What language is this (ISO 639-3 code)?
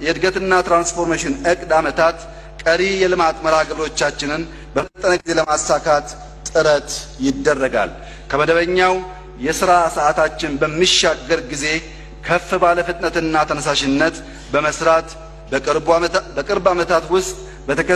amh